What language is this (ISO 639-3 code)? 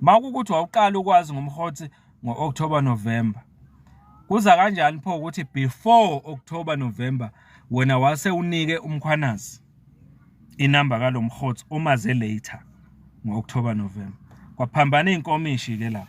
zul